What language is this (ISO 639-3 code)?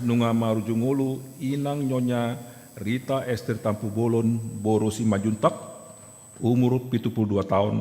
bbc